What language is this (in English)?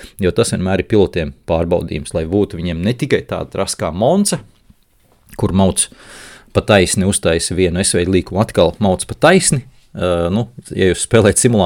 Latvian